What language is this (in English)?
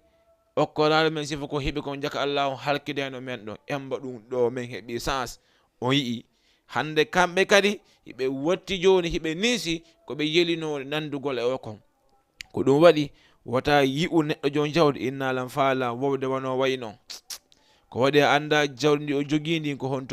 Fula